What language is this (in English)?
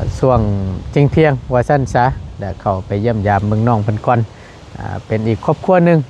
Lao